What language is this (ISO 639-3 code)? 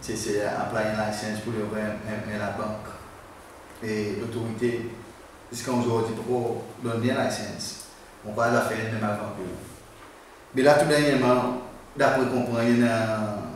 crs